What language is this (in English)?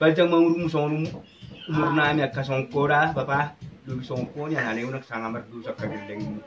Batak Toba